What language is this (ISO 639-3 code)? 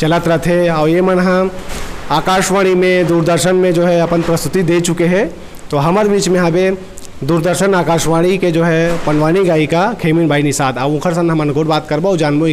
hne